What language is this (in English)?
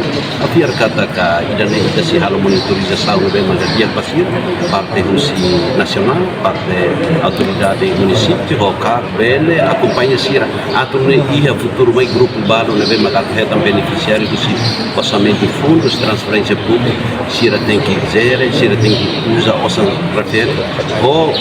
Tetum